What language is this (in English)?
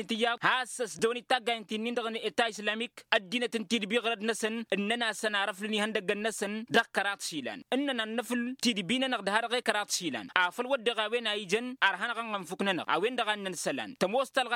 Tamasheq